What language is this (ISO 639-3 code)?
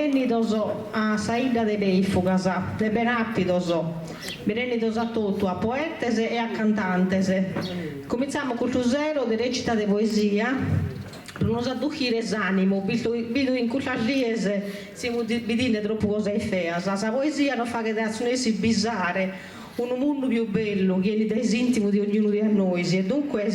srd